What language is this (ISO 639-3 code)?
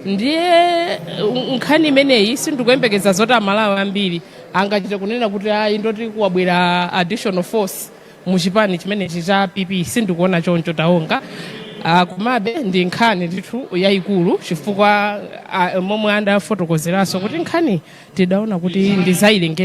nya